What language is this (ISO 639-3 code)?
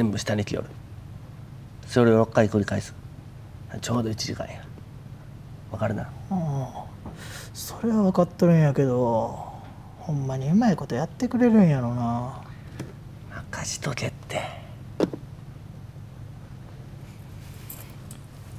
jpn